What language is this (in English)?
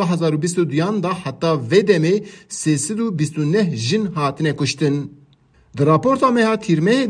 Kurdish